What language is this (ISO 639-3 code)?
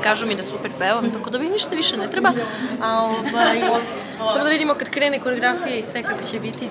srp